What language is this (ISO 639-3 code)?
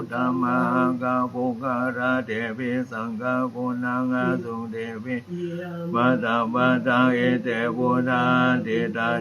pli